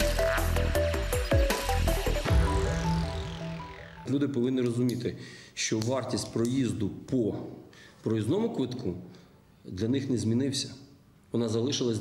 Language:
Ukrainian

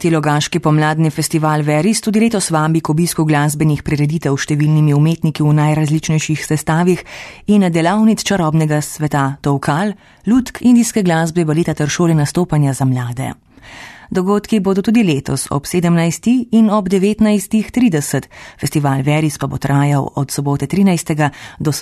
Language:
Slovenian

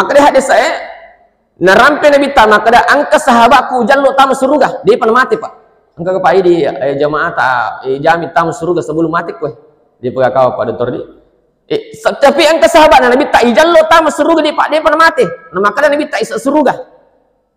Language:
Buginese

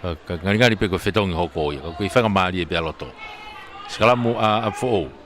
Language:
Tongan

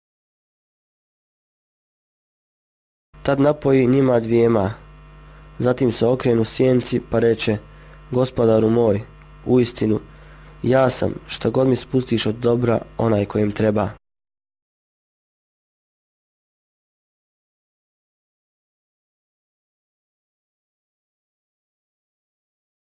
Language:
Bosnian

